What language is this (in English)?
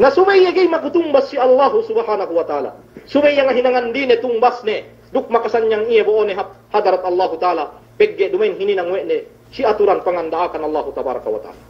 Yakan